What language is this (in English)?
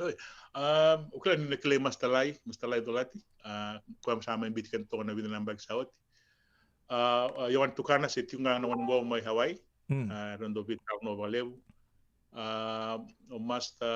Fijian